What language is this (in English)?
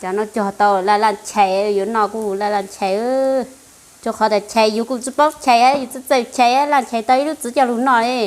Hmong